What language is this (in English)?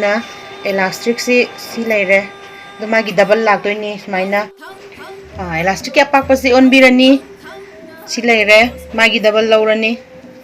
Manipuri